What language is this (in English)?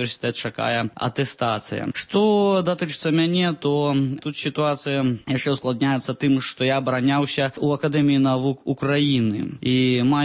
Belarusian